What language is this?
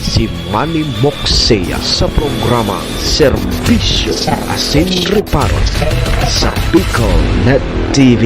Bikol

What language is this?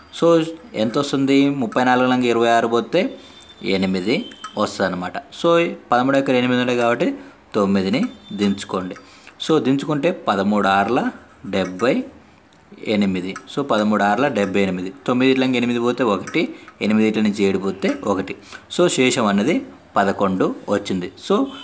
Telugu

